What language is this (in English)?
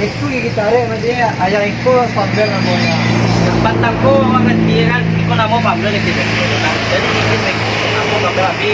Minangkabau